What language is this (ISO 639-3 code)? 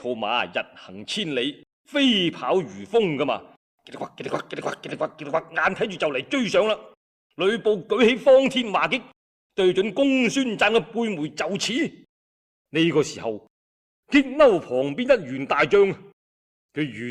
yue